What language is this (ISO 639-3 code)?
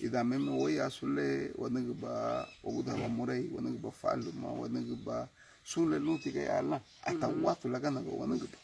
cab